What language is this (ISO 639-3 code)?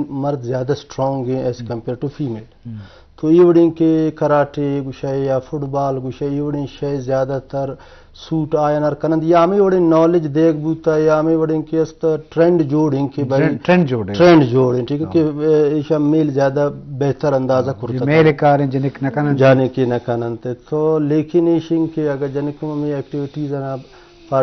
bal